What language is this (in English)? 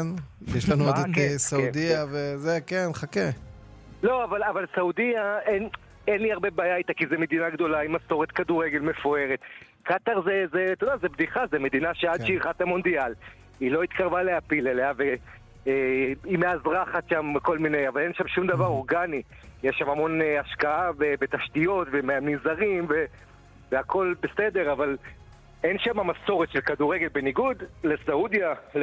Hebrew